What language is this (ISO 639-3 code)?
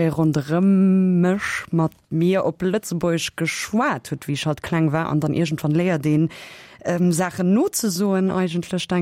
ltz